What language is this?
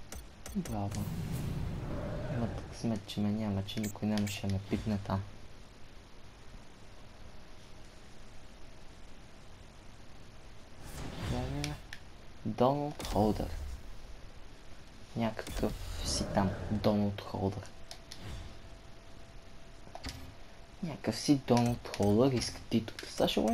Bulgarian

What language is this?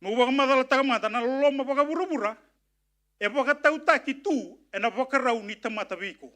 Fijian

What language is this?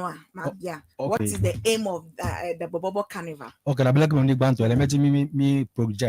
Ewe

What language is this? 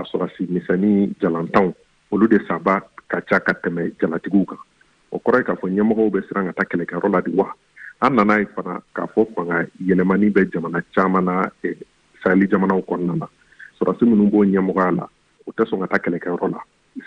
Bambara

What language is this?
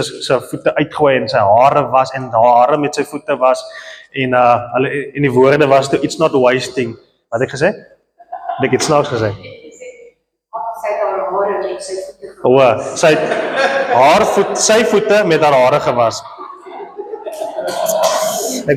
Afrikaans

